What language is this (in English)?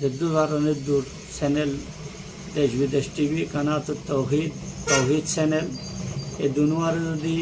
Rohingya